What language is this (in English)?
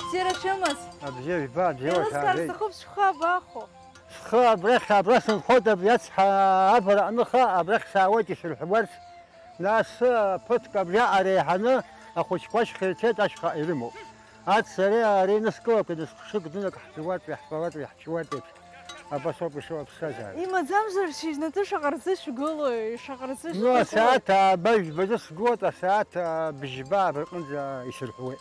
Abkhazian